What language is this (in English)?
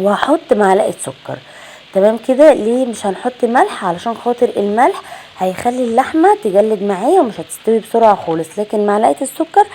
Egyptian Arabic